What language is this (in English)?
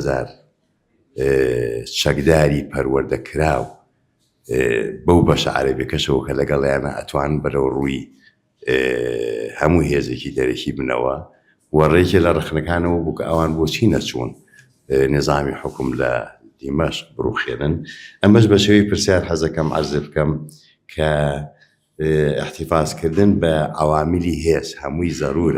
Central Kurdish